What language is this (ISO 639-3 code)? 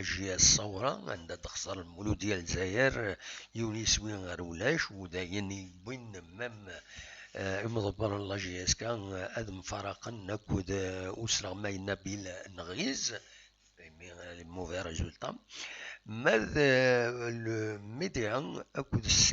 kab